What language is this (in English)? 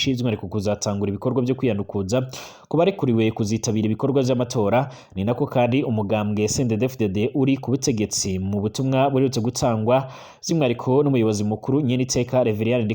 Rundi